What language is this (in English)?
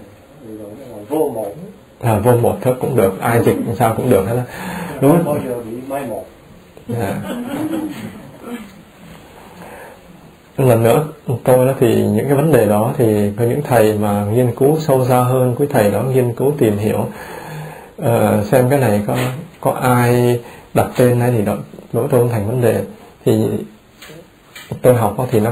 Vietnamese